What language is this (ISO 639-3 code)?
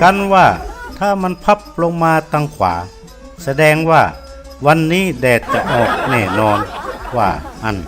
nod